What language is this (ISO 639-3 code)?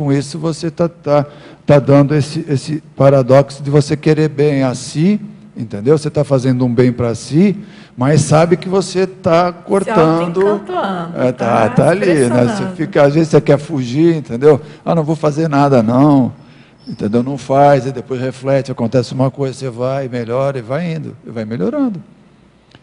por